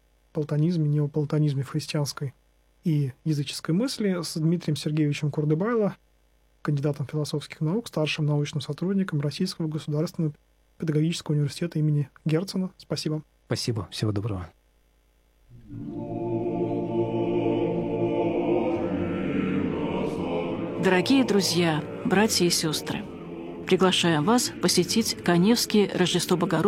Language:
Russian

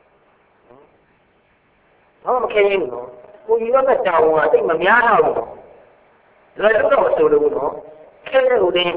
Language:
Burmese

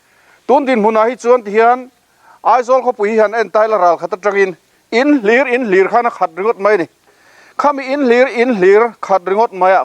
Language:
Mizo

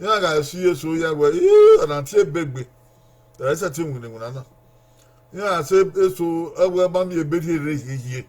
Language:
Bini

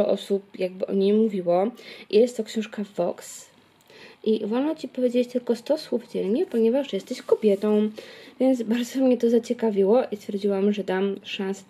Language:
Polish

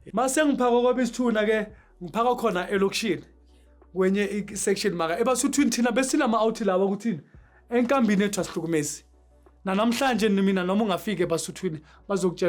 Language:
Zulu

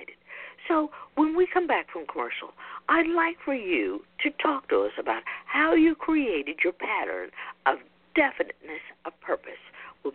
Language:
English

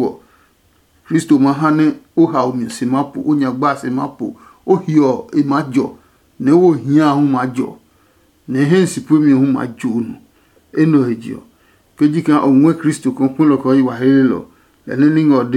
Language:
Adangme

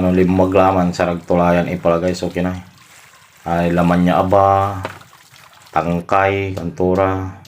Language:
Pangasinan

